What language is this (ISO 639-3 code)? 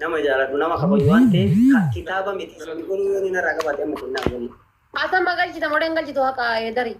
orm